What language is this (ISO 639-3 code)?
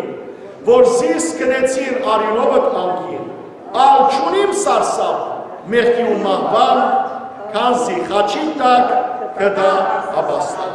hyw